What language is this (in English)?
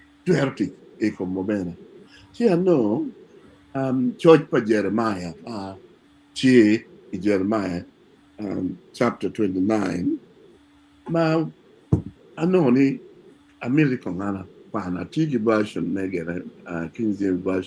Acoli